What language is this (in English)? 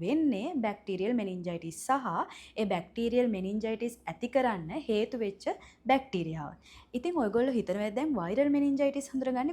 Sinhala